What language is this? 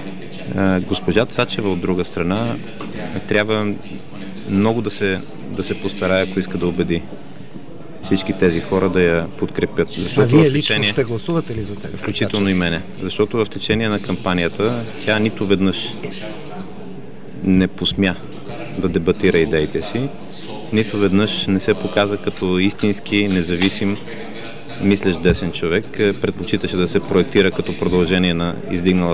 Bulgarian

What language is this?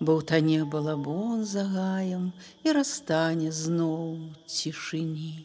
Belarusian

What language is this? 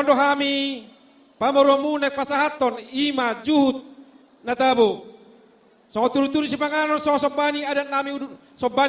Batak Toba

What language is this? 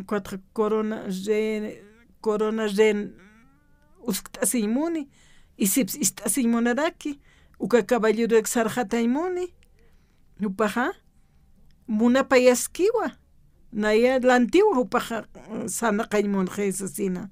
Aymara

